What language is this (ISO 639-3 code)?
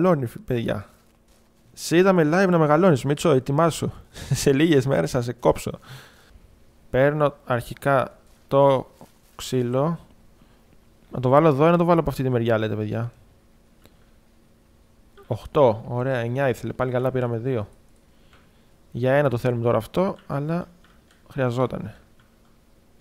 ell